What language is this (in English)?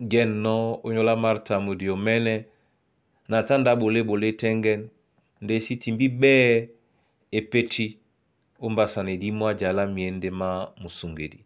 Duala